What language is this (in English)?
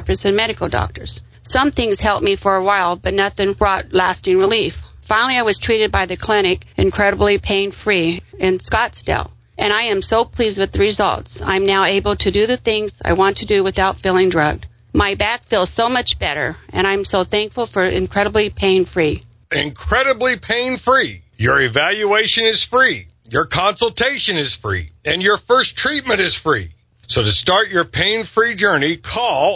English